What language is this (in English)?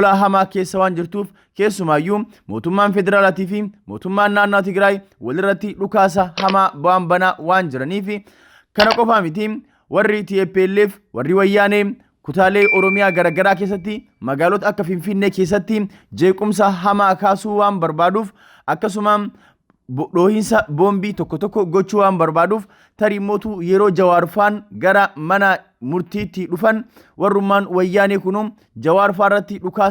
Oromo